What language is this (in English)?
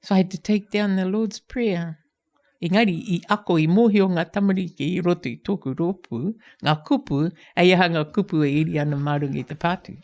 Māori